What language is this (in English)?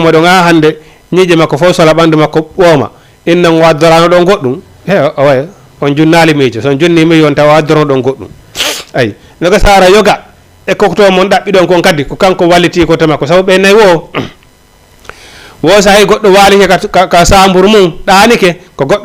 Fula